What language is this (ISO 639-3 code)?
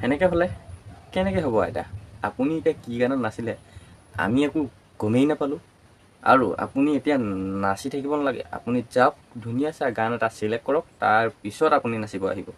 asm